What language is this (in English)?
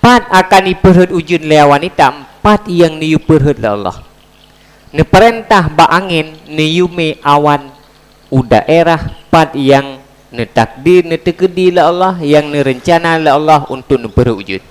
Achinese